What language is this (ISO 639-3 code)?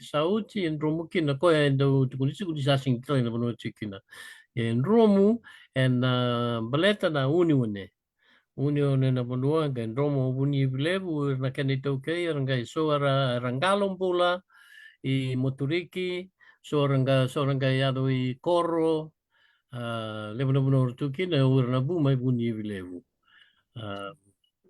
fij